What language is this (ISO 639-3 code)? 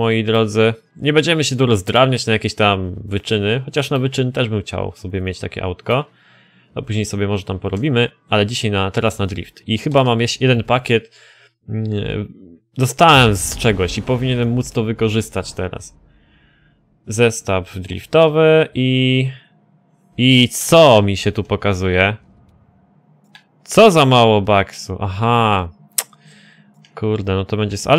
pol